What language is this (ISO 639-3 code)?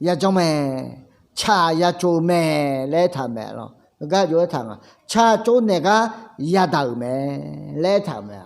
ahk